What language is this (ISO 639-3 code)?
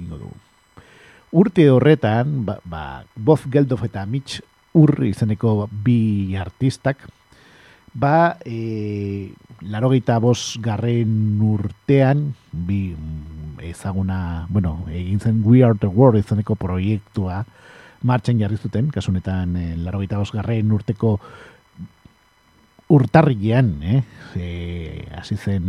eus